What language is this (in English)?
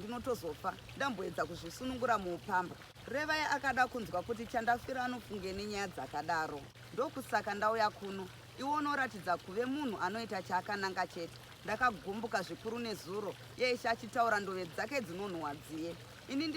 Shona